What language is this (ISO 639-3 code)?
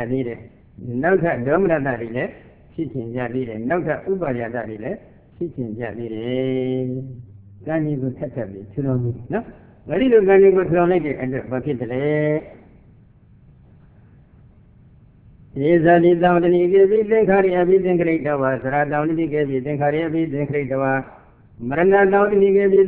mya